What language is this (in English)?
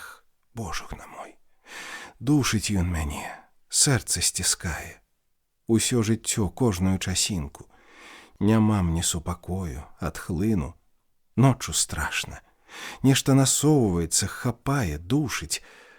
Belarusian